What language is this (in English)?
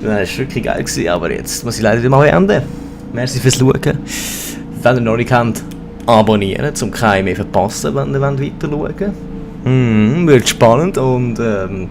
Swiss German